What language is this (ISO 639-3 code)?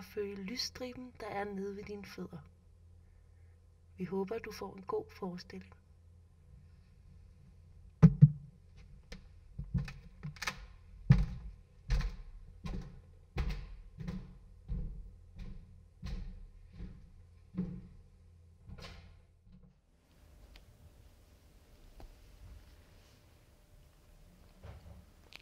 dan